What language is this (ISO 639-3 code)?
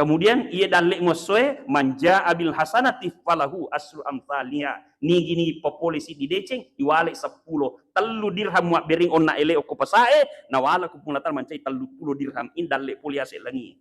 bug